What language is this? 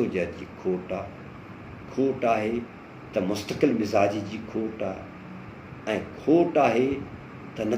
Sindhi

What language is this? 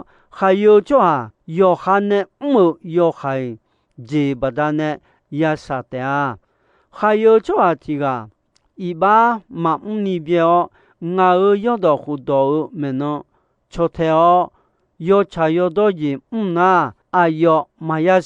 Akha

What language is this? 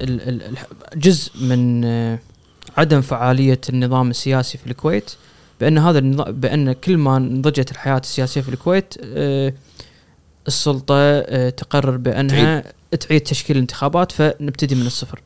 Gulf Arabic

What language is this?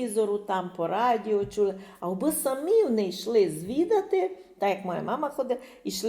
Rusyn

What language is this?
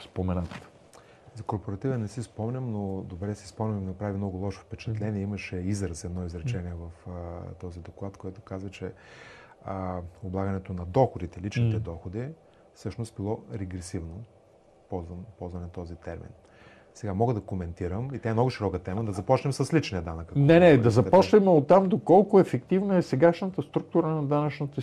Bulgarian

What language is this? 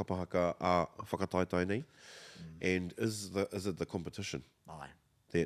Māori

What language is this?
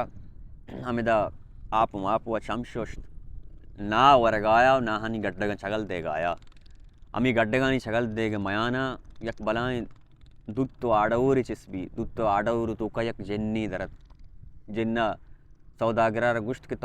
Baluchi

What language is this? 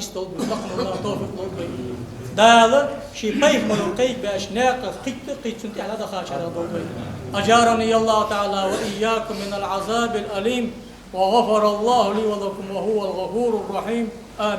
Ingush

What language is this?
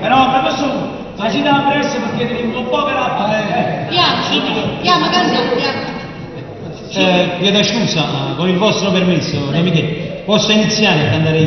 Neapolitan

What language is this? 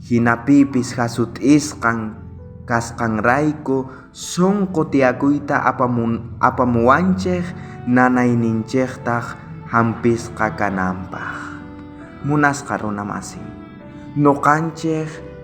South Bolivian Quechua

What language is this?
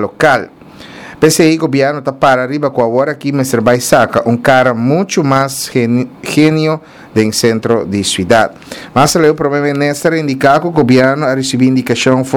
Papiamento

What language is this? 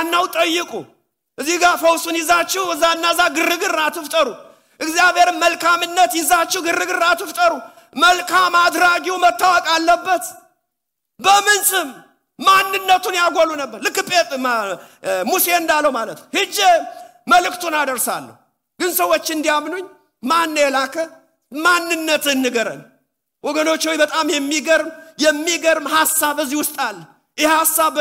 Amharic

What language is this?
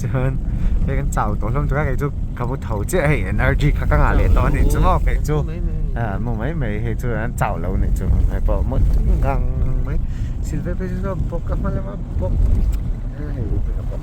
Mizo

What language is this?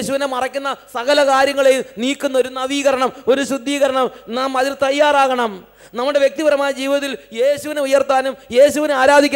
Malayalam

